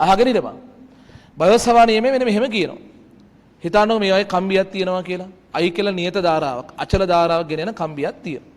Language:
Sinhala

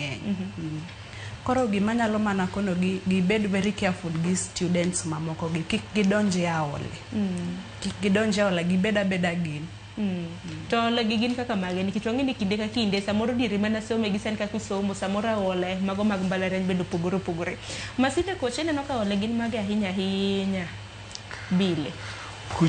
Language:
Luo (Kenya and Tanzania)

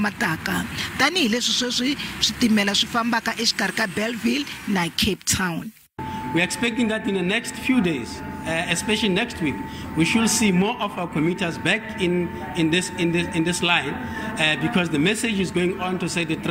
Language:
Tsonga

